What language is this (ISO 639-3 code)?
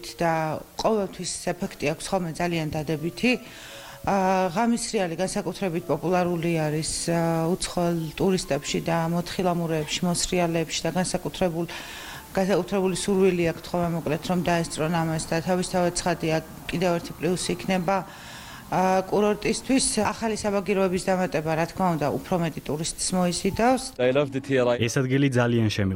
kat